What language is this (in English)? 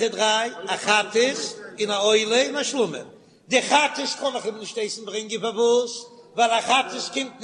Yiddish